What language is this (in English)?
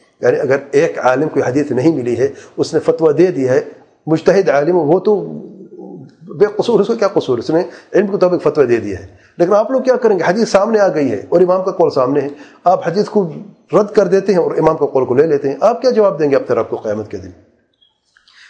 Urdu